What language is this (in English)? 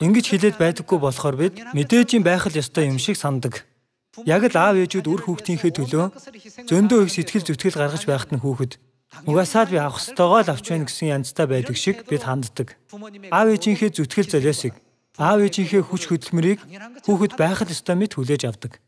Mongolian